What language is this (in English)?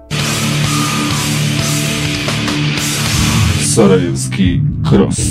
Bosnian